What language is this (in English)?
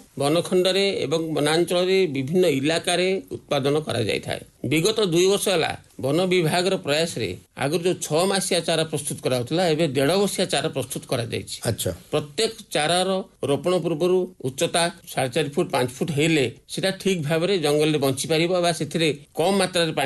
Odia